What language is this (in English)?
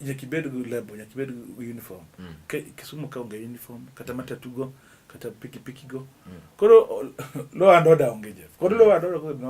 Luo (Kenya and Tanzania)